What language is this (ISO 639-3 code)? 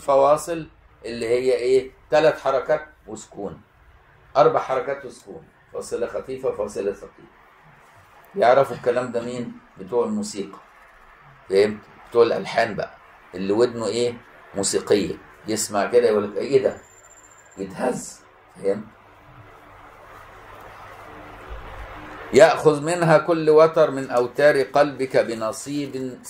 arz